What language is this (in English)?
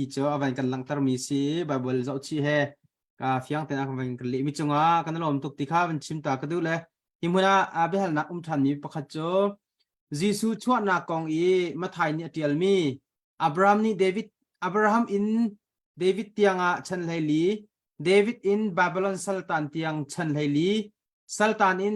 Hakha Chin